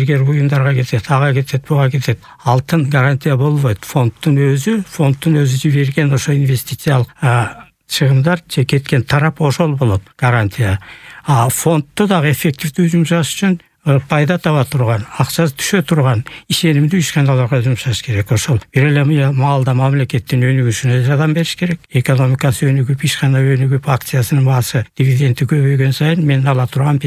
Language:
Kyrgyz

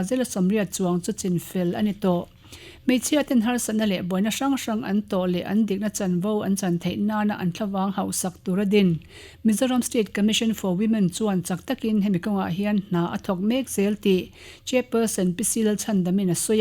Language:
Mizo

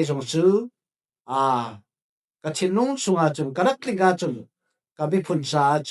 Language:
Falam Chin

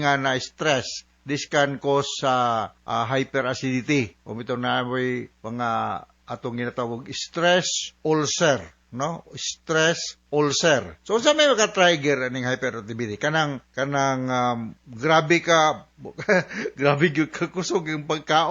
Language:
Cebuano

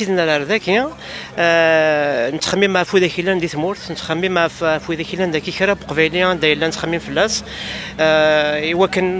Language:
Kabyle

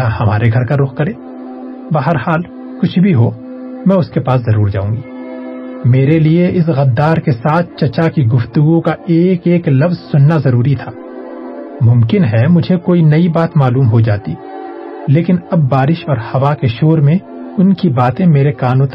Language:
Urdu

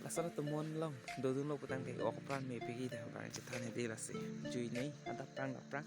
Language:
Karbi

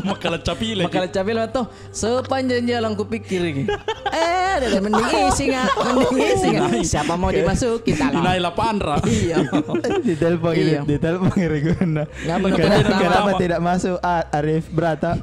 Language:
Makassar Malay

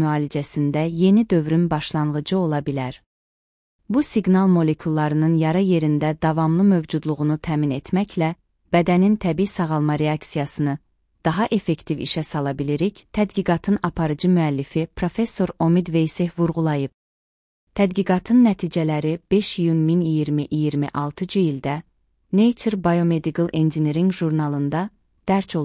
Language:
Azerbaijani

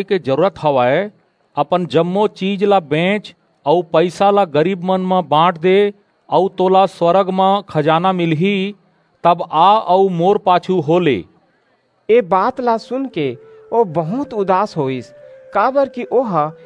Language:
Chhattisgarhi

